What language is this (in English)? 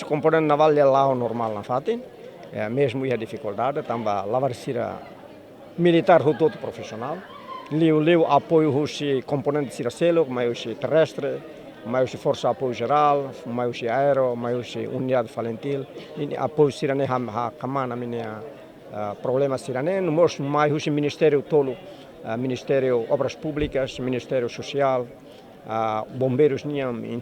Tetum